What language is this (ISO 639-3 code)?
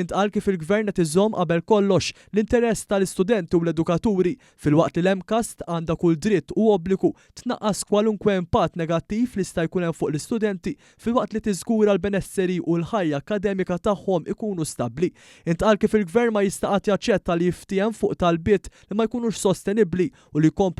mlt